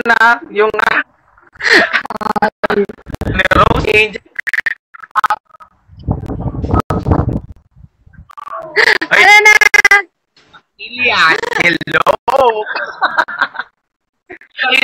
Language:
Filipino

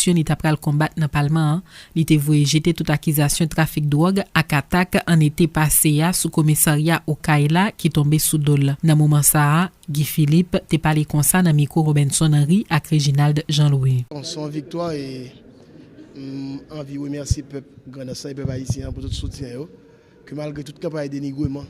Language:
Haitian Creole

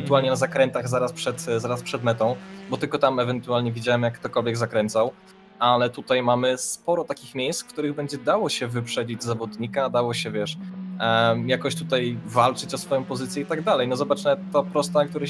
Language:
Polish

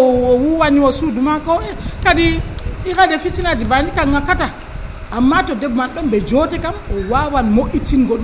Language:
Nigerian Fulfulde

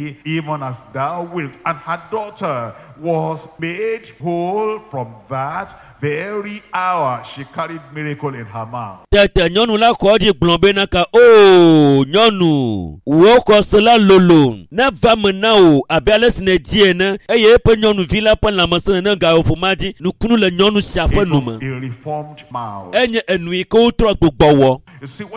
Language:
Ewe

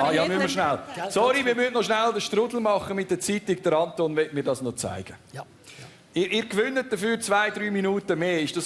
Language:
Swiss German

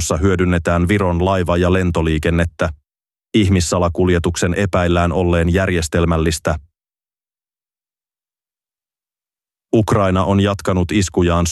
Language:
Finnish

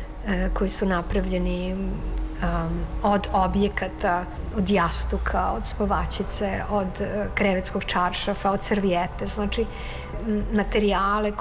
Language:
Serbian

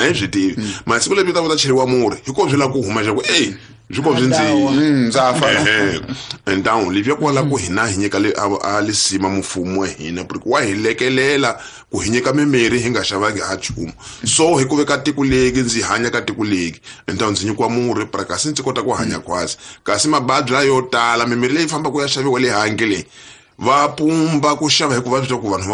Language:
Tsonga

